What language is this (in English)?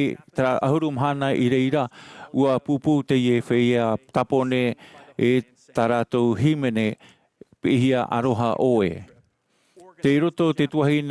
Tahitian